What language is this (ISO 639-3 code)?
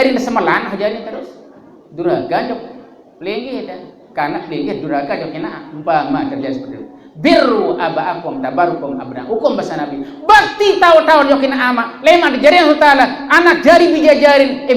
sas